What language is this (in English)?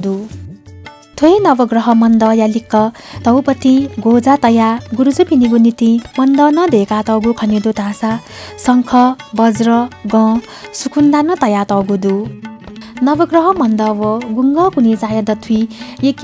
Newari